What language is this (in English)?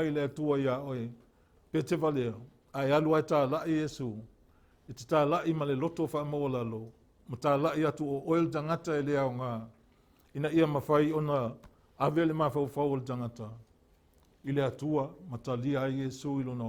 Samoan